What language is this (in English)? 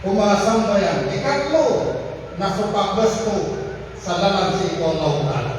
Maranao